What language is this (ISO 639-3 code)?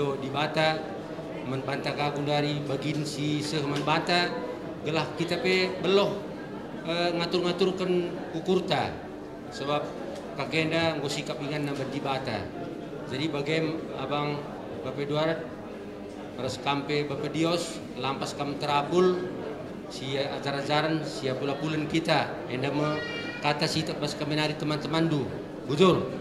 btx